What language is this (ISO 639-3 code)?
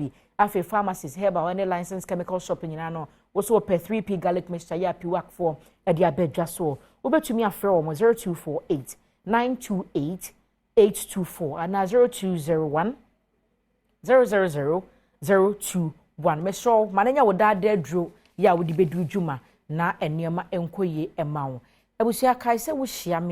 aka